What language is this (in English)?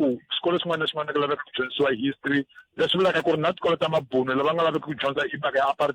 Tsonga